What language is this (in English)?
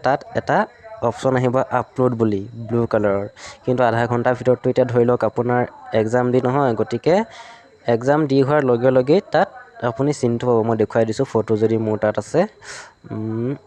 Assamese